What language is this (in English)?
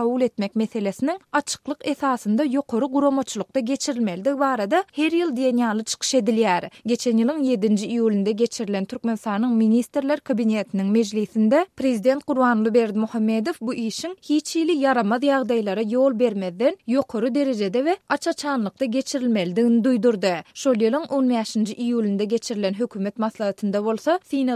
Turkmen